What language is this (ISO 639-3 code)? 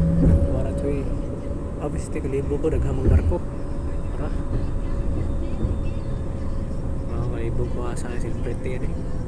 fil